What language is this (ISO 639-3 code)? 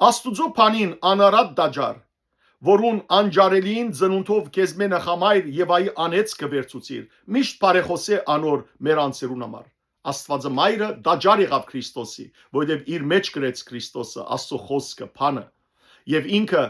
hyw